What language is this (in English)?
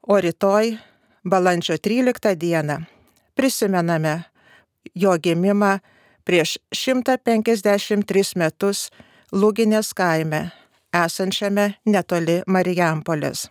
Lithuanian